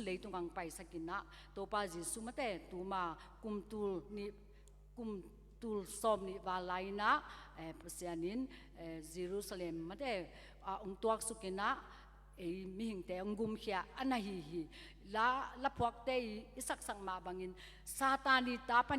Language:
Tedim Chin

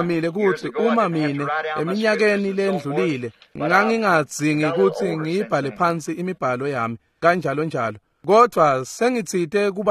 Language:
Swati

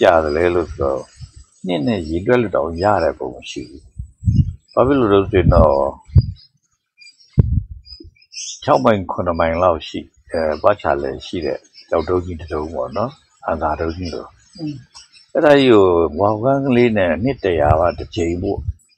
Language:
Burmese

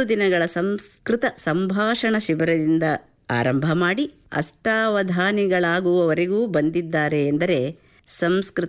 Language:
Kannada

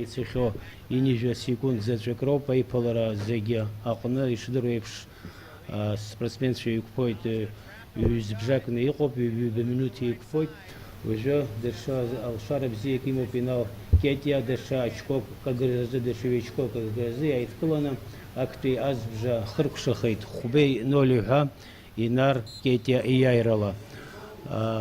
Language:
Abkhazian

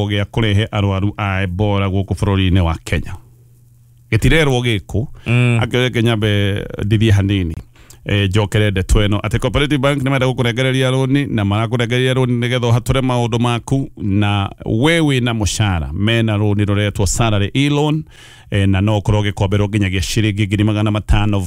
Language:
Kikuyu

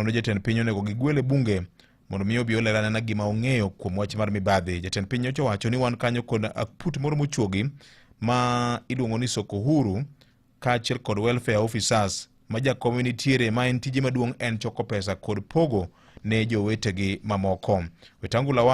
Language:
Luo (Kenya and Tanzania)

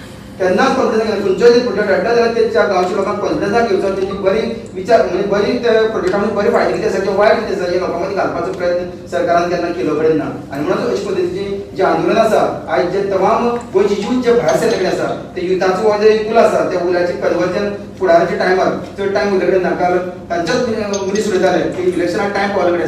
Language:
Konkani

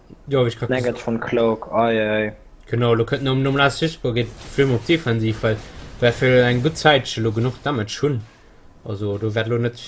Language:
Luxembourgish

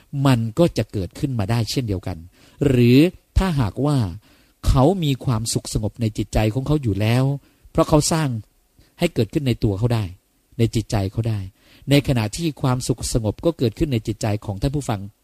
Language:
Thai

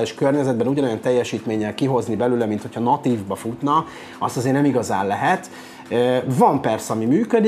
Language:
Hungarian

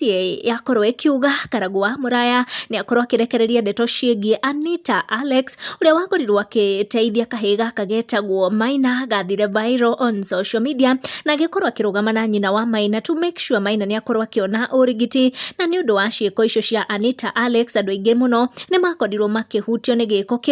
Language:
Kikuyu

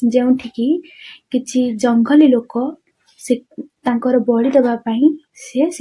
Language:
Odia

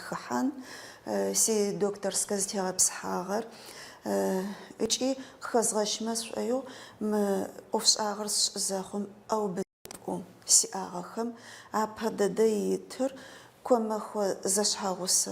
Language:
Adyghe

